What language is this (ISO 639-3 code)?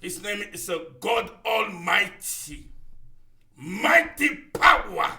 ewe